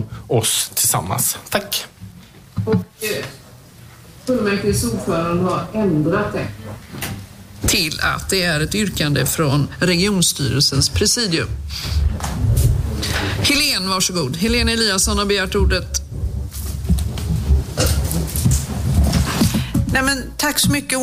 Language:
Swedish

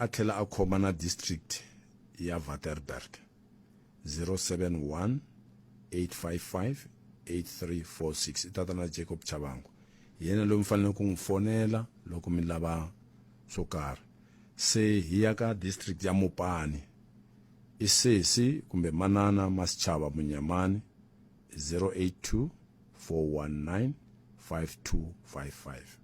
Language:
Tsonga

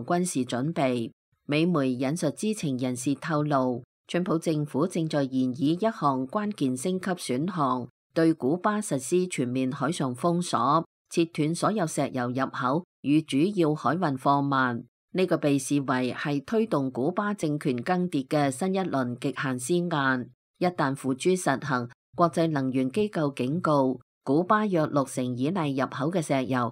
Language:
Cantonese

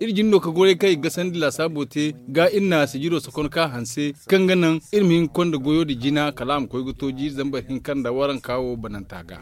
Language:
Zarma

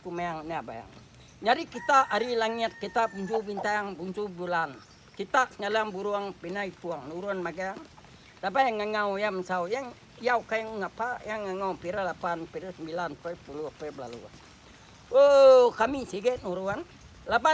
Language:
Iban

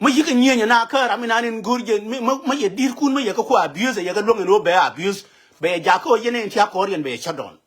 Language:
Nuer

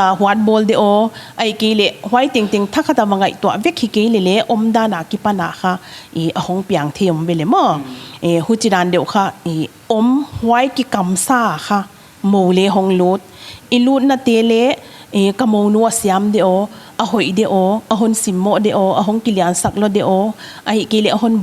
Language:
Paite Chin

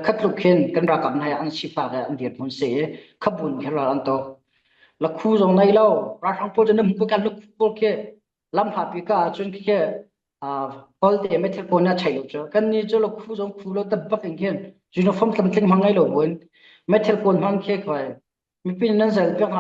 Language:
Falam Chin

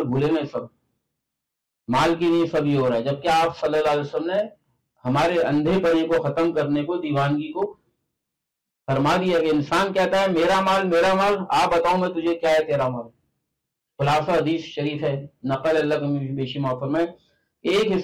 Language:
Urdu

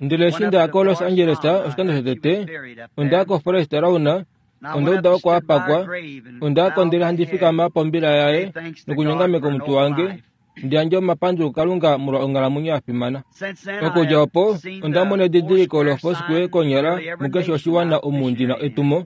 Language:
Kuanyama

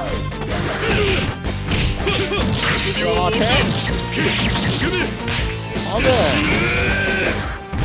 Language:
Japanese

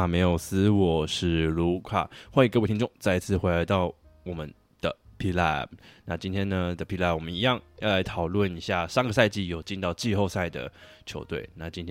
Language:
Chinese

